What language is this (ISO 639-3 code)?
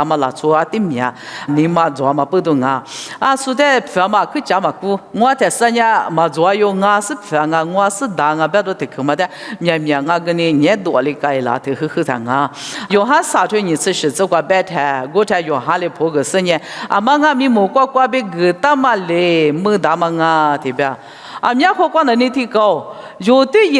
lis